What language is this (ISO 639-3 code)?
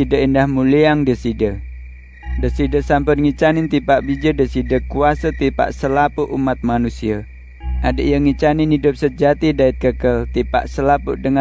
sas